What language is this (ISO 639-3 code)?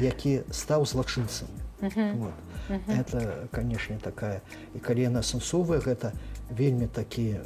bel